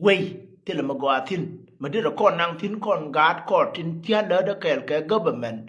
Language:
Nuer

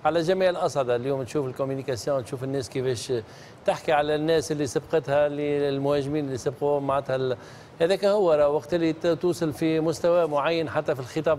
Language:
Tunisian Arabic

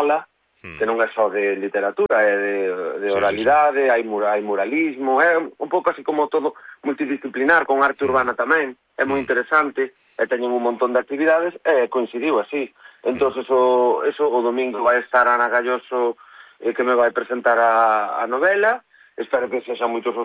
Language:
Galician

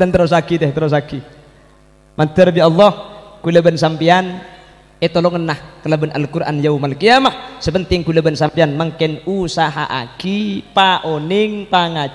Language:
Madurese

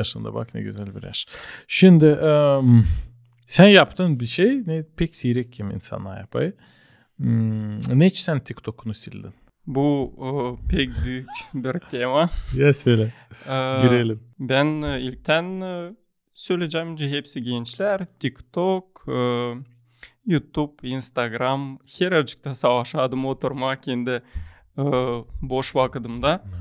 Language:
Gagauz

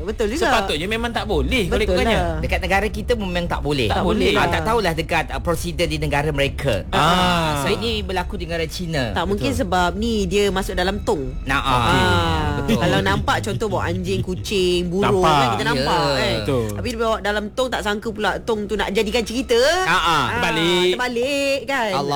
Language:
Malay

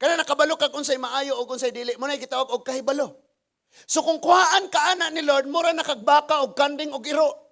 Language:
Cebuano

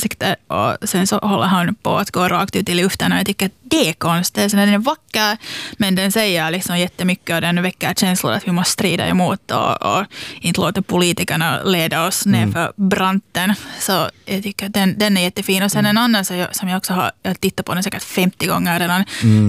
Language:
Swedish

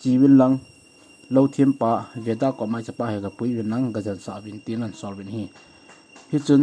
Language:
Thado Chin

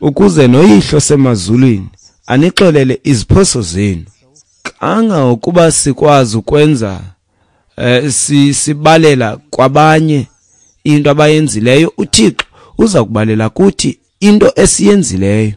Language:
Xhosa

